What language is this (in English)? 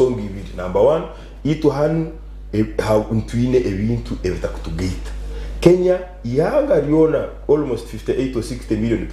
Nyankole